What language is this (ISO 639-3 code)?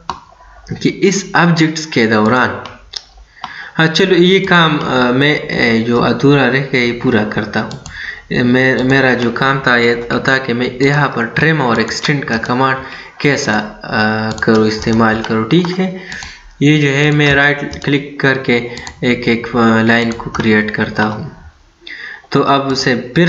hin